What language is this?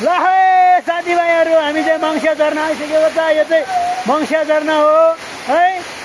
Nepali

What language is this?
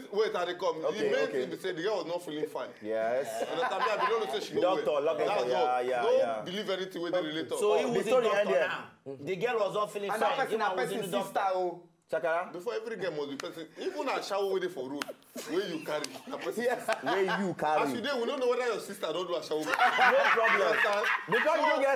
Nigerian Pidgin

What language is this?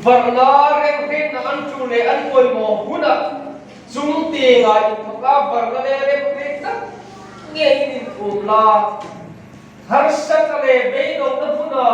Hmar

